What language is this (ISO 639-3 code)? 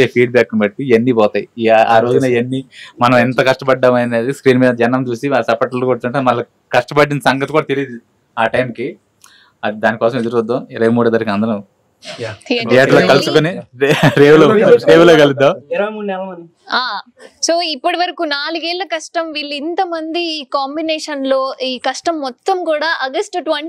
tel